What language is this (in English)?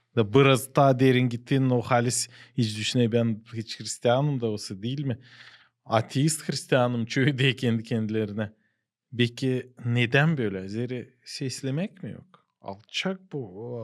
Gagauz